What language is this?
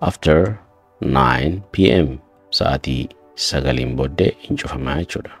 Oromo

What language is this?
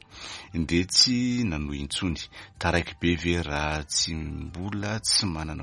Malagasy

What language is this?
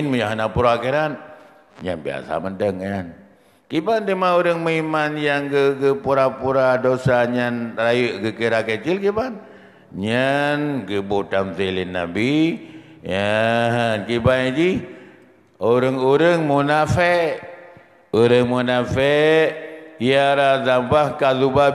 Achinese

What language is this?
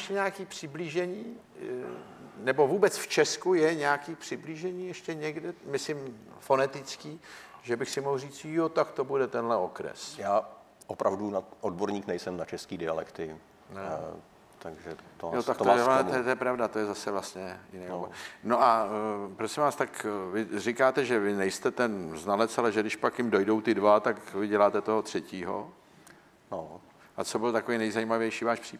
Czech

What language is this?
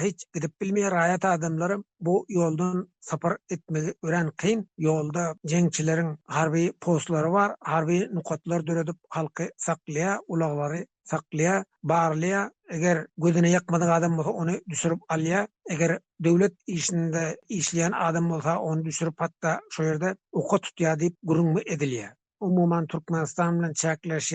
Turkmen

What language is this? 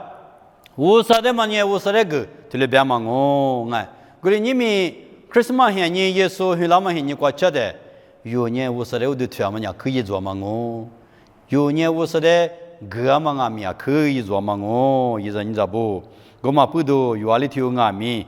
Lisu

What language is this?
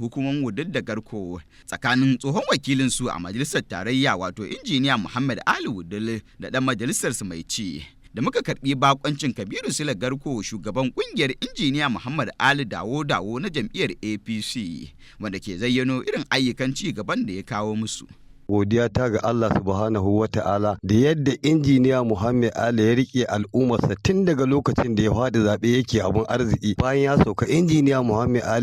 Hausa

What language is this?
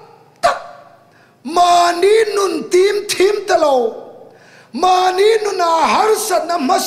Hmar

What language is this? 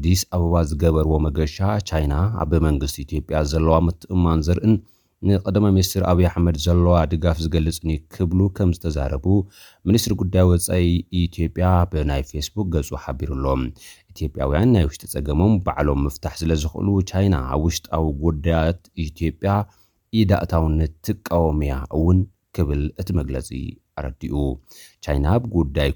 Tigrinya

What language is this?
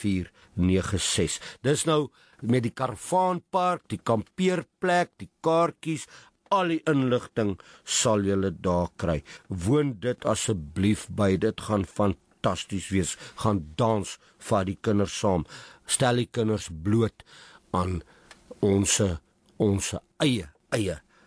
Afrikaans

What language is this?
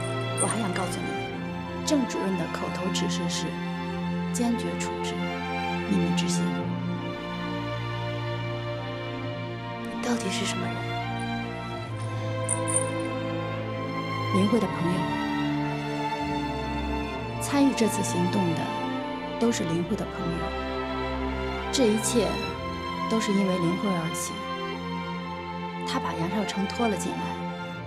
Chinese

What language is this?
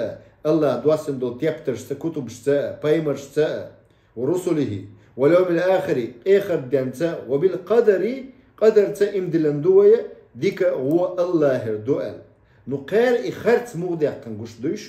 Chechen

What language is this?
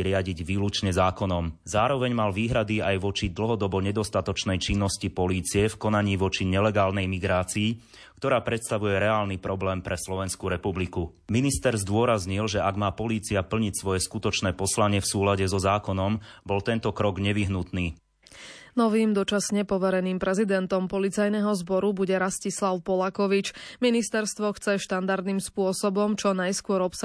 Slovak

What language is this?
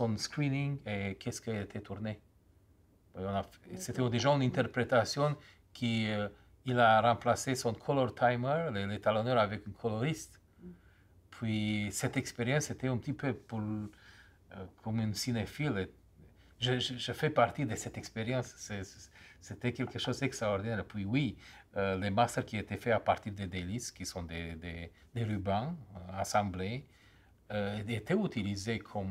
French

